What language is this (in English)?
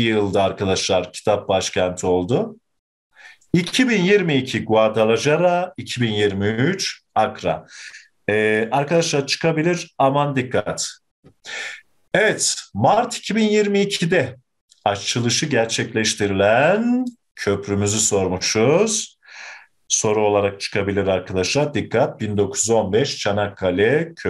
Turkish